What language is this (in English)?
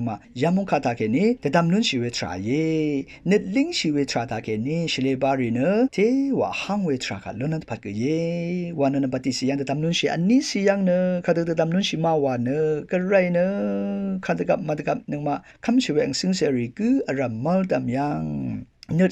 Rawang